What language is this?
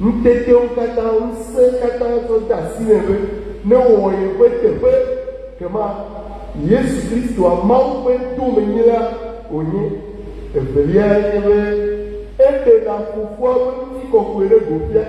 Ewe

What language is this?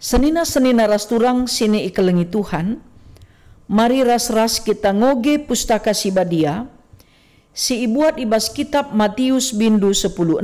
Batak Karo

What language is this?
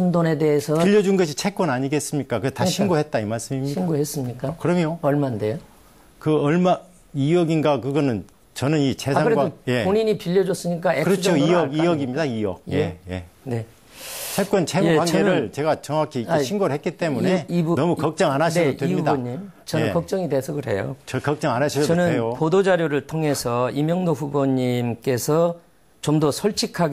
Korean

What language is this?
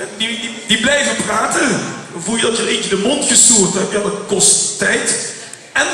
Limburgish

